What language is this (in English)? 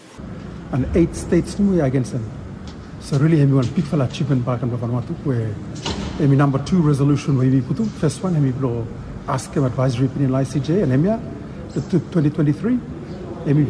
Bislama